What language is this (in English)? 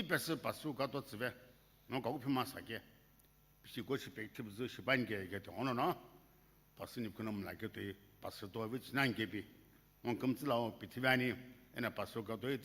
Sumi Naga